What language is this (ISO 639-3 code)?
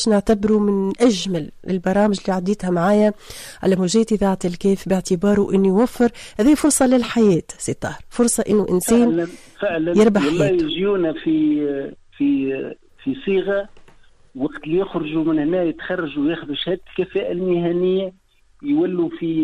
aeb